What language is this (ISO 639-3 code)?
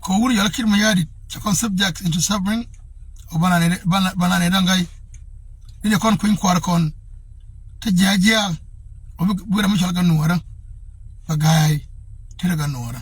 nus